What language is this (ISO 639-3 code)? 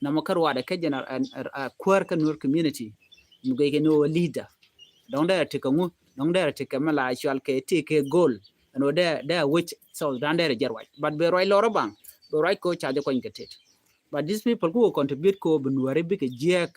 nus